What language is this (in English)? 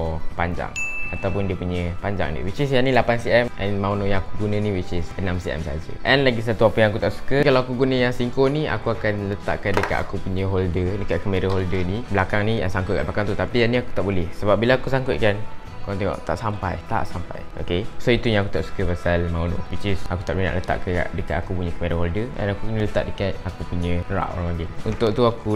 Malay